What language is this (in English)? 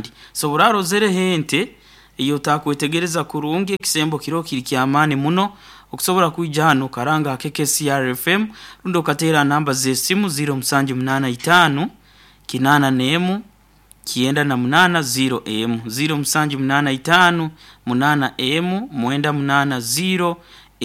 Nyoro